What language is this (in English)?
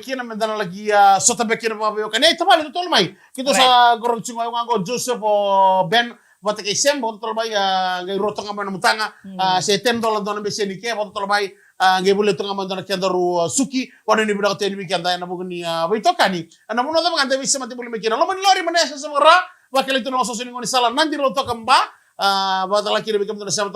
Fijian